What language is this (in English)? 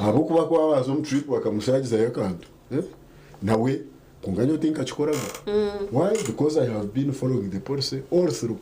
Nyankole